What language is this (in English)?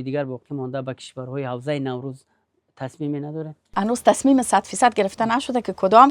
Persian